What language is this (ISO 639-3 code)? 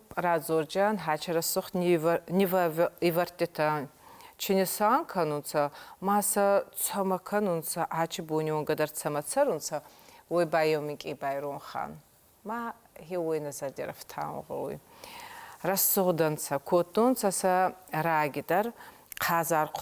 oss